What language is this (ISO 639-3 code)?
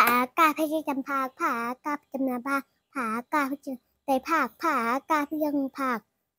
shn